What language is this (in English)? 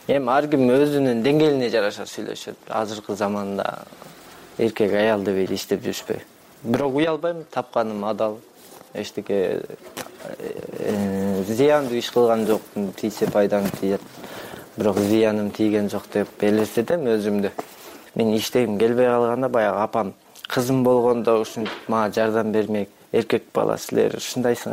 Kyrgyz